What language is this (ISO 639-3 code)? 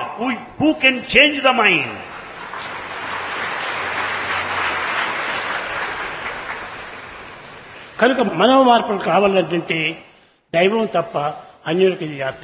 tel